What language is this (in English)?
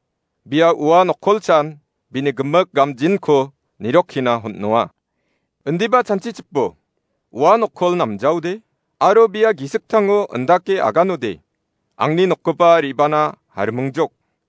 Garo